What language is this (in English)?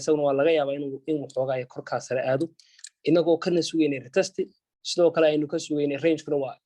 Somali